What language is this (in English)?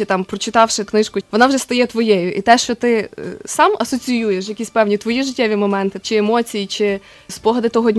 Ukrainian